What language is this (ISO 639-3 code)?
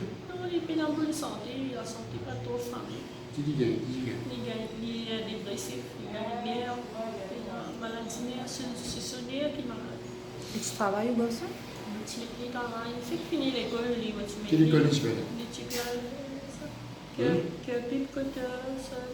mfe